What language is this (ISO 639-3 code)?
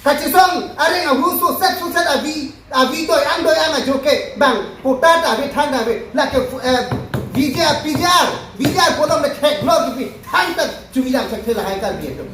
mjw